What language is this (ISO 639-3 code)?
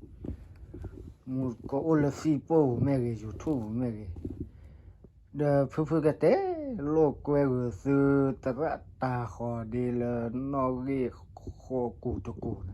ksw